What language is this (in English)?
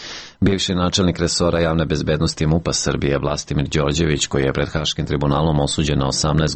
Serbian